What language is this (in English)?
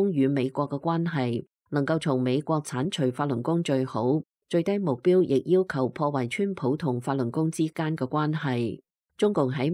Cantonese